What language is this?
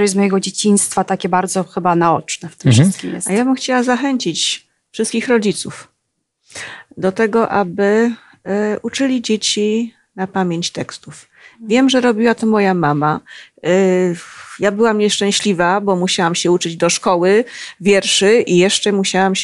Polish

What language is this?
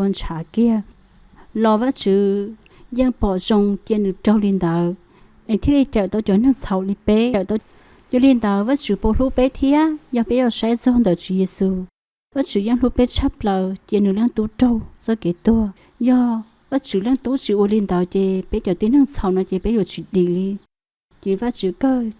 Hmong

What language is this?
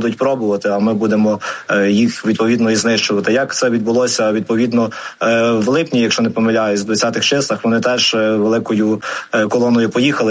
Ukrainian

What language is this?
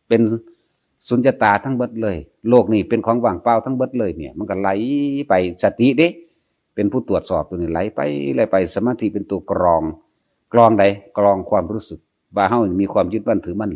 Northeastern Thai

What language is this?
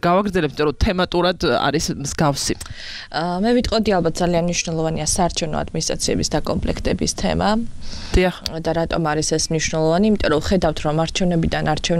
Georgian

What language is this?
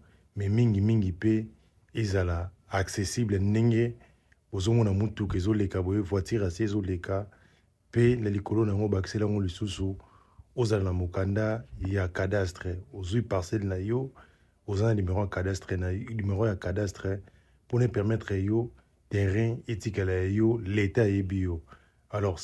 Lingala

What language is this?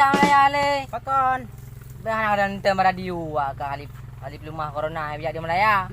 Achinese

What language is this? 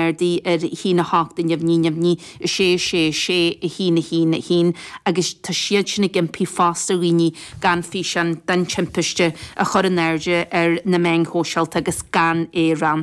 Irish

